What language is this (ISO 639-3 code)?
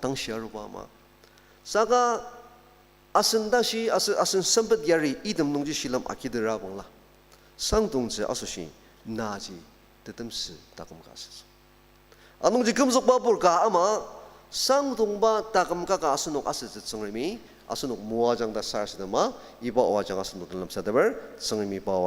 njo